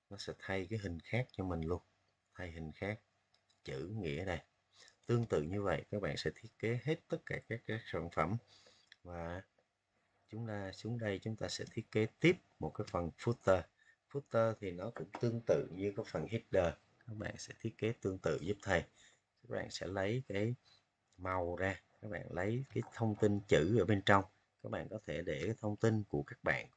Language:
Vietnamese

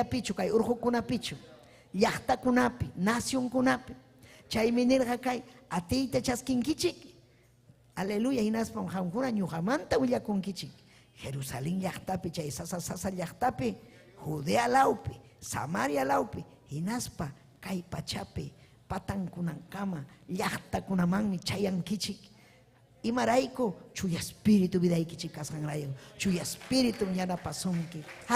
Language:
Ayacucho Quechua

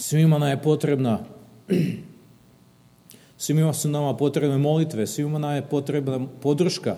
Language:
Serbian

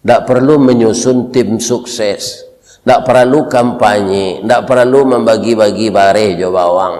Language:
Minangkabau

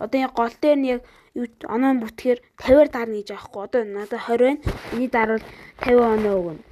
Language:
Mongolian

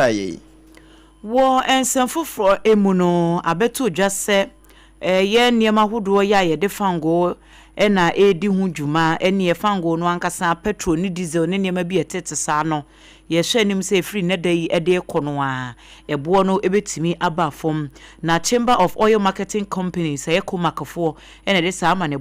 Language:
Akan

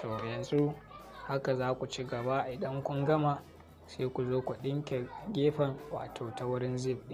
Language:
Hausa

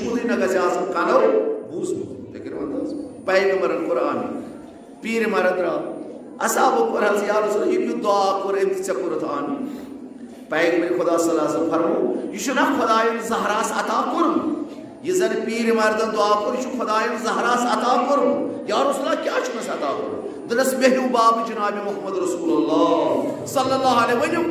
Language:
Kashmiri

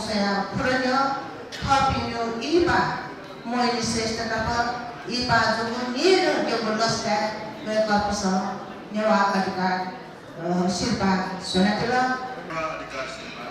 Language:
Newari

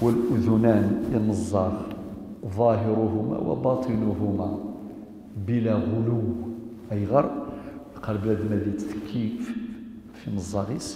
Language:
Kabyle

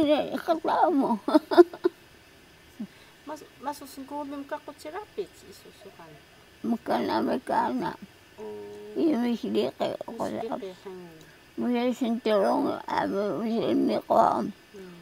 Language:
Taroko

